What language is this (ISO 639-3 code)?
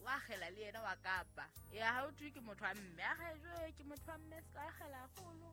sot